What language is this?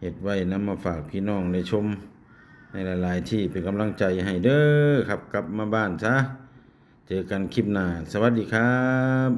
Northeastern Thai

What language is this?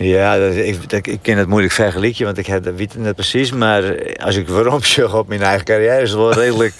Western Frisian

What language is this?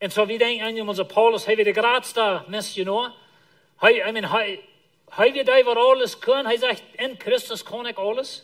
Plautdietsch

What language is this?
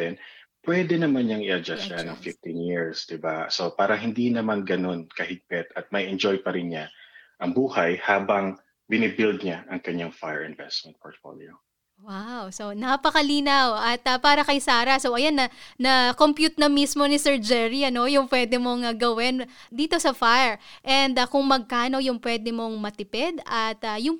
Filipino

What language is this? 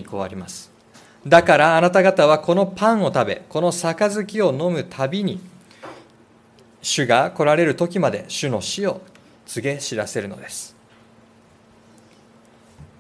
Japanese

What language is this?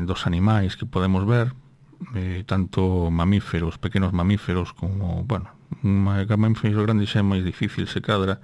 Galician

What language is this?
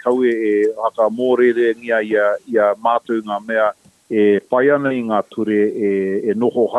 Māori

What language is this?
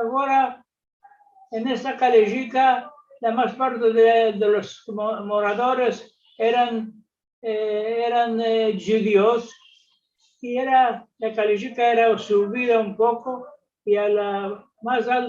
Ladino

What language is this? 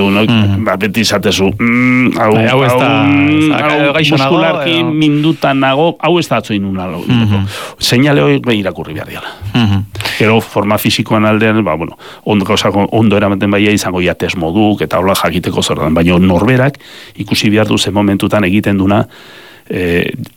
Basque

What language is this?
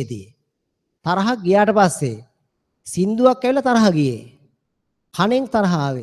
Sinhala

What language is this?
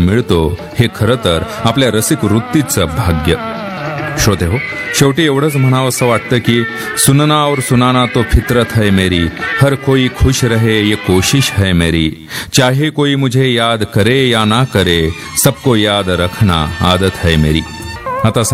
Marathi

